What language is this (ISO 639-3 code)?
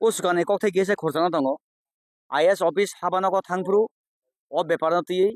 trp